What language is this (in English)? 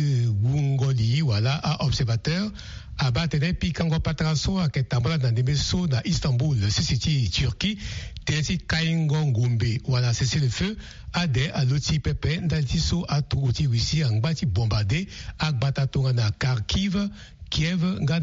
Sango